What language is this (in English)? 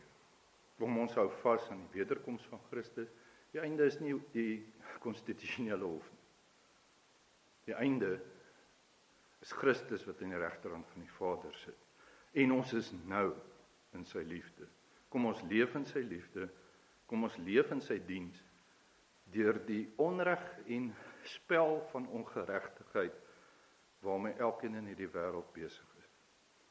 Afrikaans